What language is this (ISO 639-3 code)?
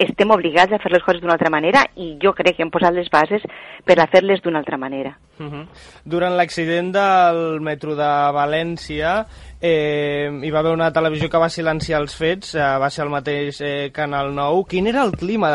cat